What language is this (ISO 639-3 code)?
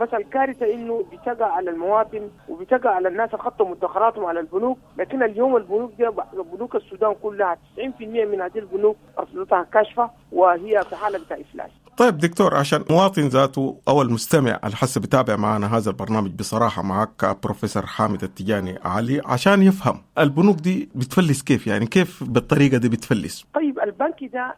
apd